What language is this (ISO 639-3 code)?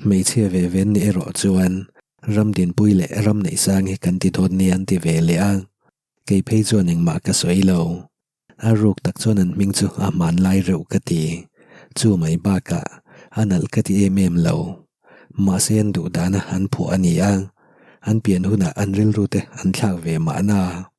lus